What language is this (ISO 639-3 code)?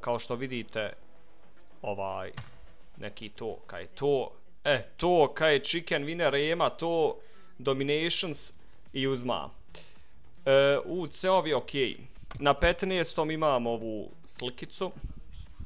bos